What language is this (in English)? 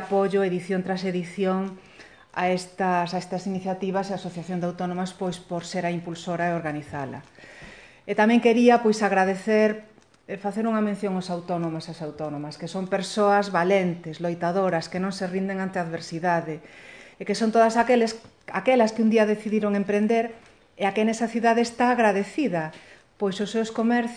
Galician